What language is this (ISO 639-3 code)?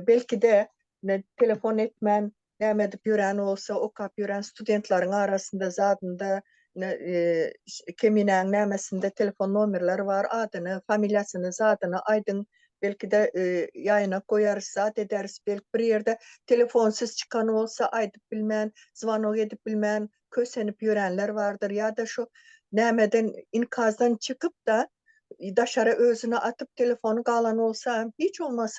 tuk